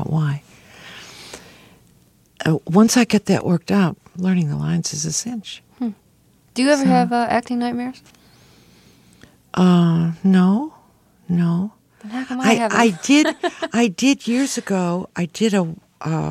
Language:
English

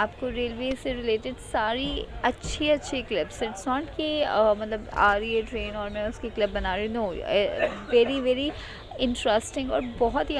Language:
Hindi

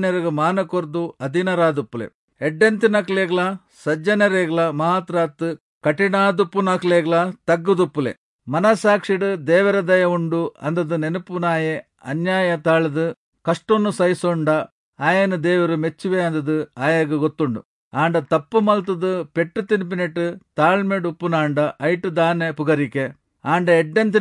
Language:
Tulu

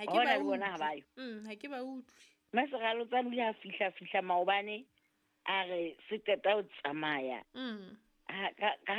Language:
Southern Sotho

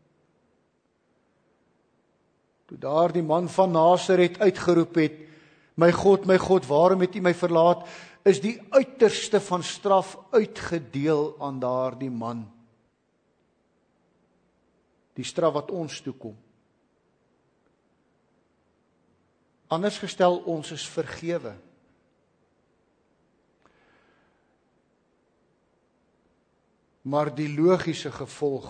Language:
Afrikaans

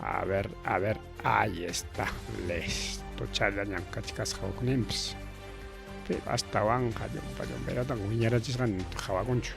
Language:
Ayacucho Quechua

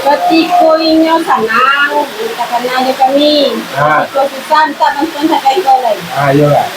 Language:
Minangkabau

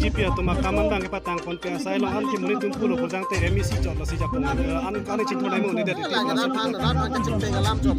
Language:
Karbi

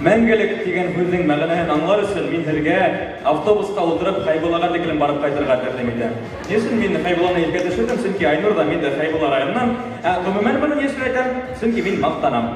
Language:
Bashkir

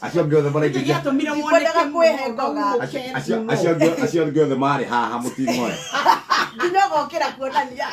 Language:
Kikuyu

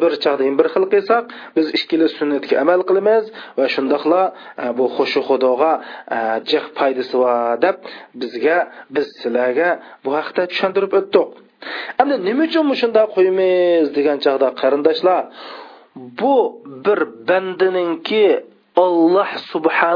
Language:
Uyghur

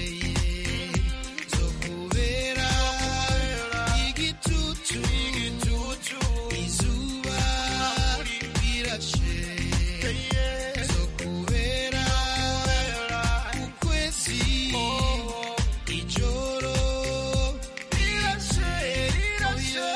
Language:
Kinyarwanda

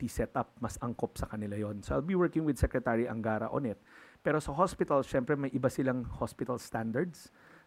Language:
Filipino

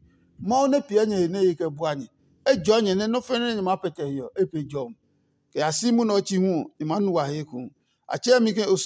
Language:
Adangme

